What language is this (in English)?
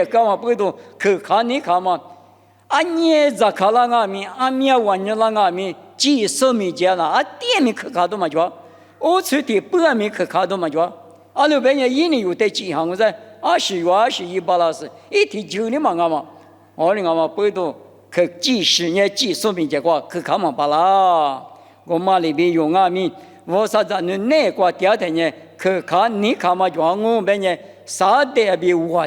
Lisu